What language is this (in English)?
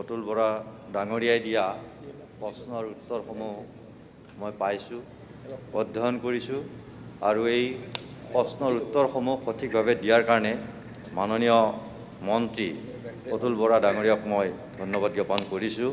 Assamese